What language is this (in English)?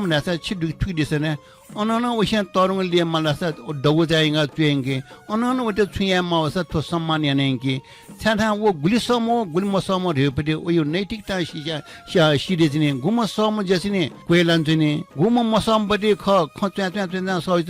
Newari